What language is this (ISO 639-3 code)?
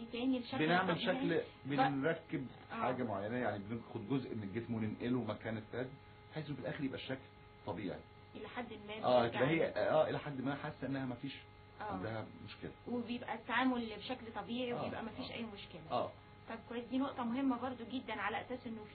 arz